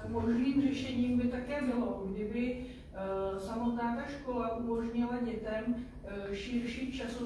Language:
Czech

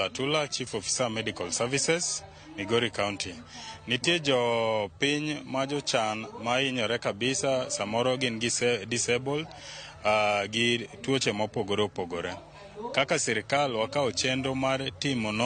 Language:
Luo (Kenya and Tanzania)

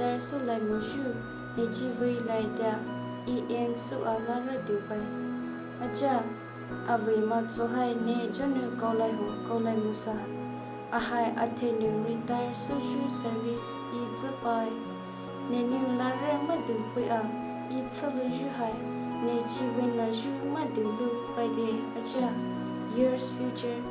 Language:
Poumei Naga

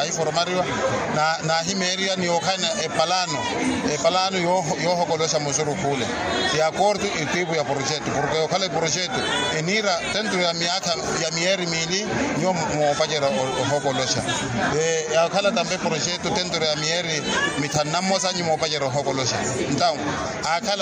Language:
Makhuwa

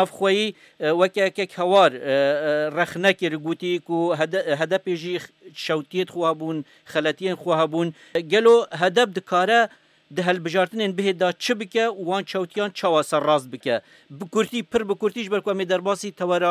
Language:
Kurdish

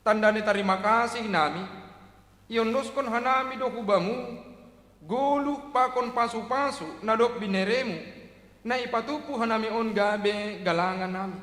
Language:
Batak Simalungun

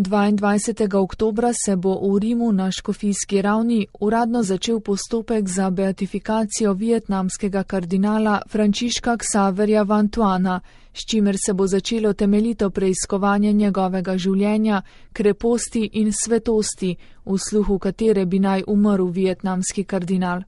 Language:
Slovenian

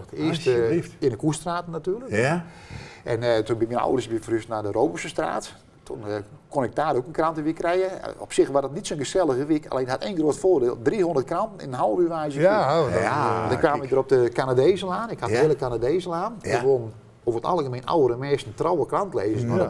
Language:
Dutch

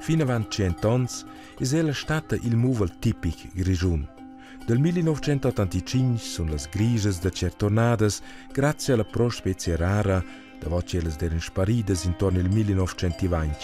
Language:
Romansh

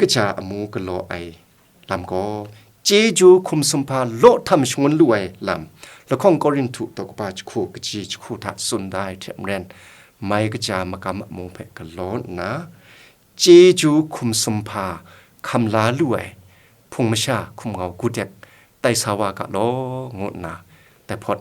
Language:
Kachin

